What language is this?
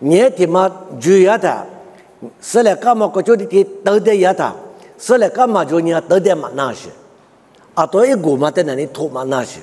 Lisu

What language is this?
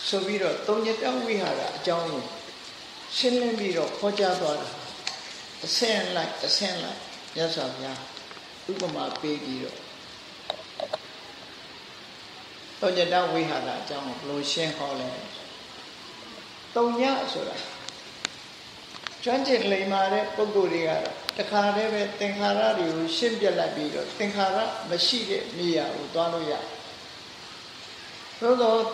Burmese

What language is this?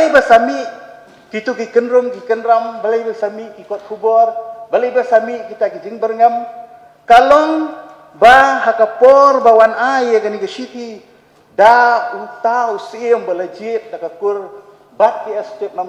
Khasi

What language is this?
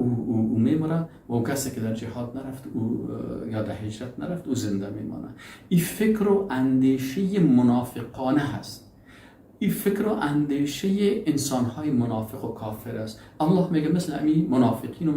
Persian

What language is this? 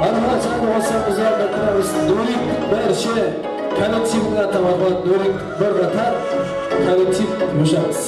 Kara-Kalpak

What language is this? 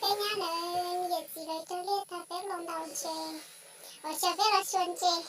Hmong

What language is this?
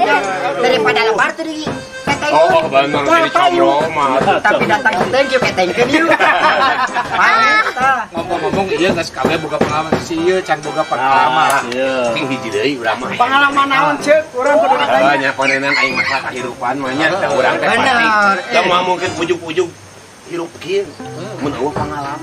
Sundanese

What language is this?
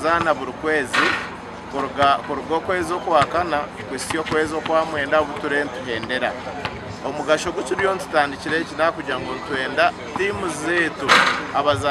Nyankole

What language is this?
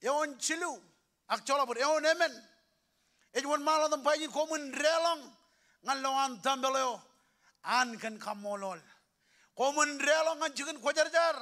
Marshallese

